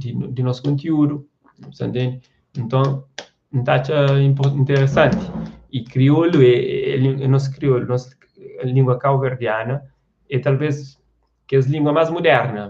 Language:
Kabuverdianu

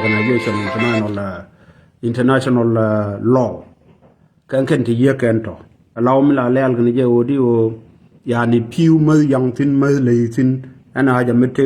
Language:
Nuer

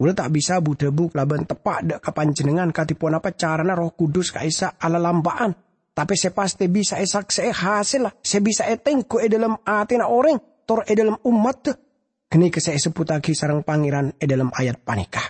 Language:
Madurese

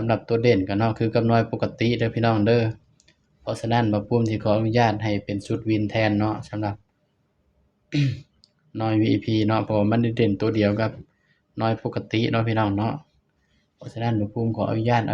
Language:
Lao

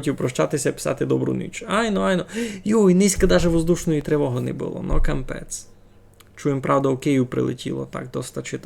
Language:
Rusyn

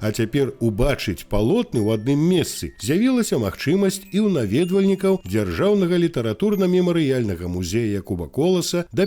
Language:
Belarusian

